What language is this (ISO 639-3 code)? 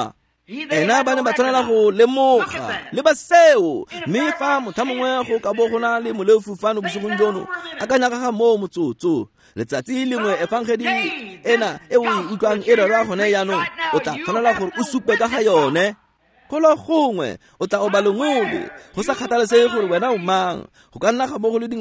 tsn